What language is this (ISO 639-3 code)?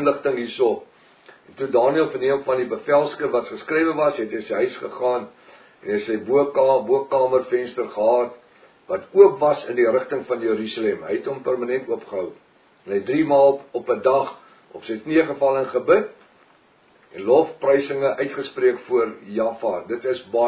afr